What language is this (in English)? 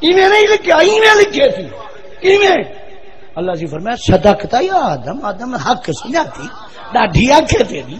Saraiki